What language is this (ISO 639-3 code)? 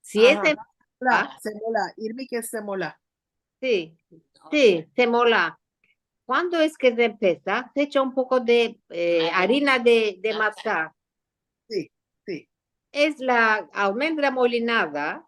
lad